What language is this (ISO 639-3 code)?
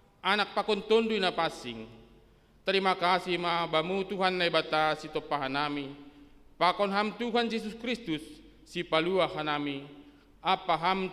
bts